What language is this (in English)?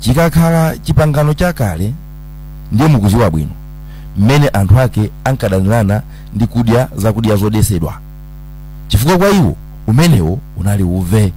Nyanja